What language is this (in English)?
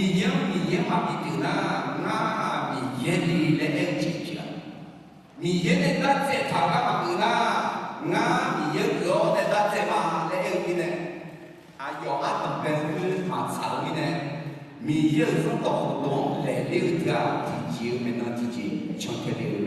Akha